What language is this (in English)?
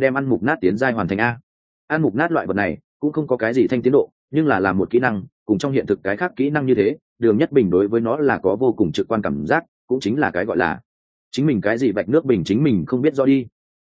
Vietnamese